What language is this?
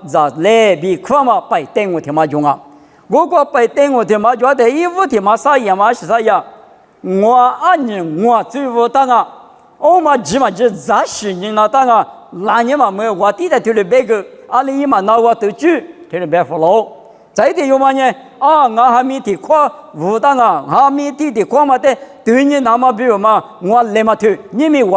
Lisu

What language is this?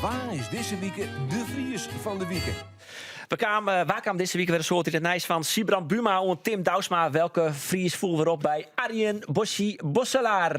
Western Frisian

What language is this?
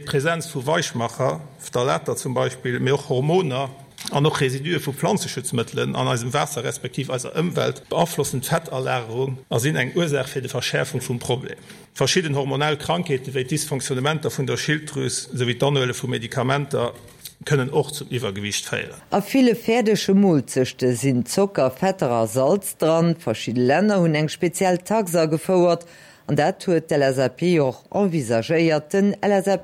Luxembourgish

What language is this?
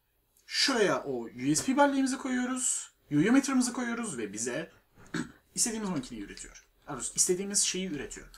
Turkish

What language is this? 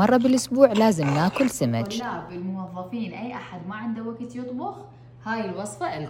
Mesopotamian Arabic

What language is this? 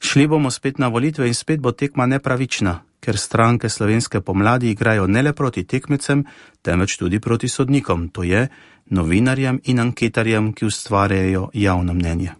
Slovenian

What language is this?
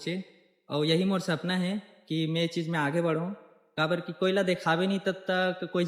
Chhattisgarhi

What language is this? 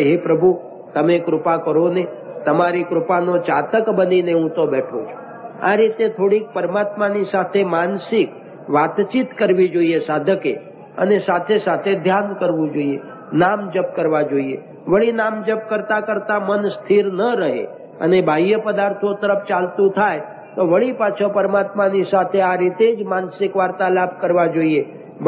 Gujarati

